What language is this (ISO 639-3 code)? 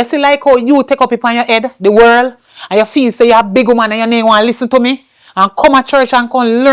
jam